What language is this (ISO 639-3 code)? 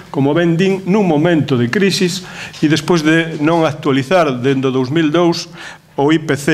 glg